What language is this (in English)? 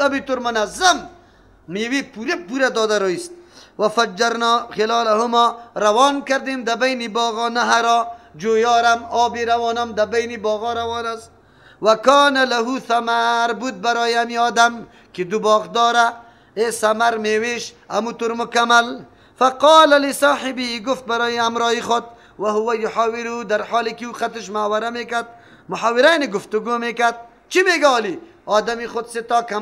Persian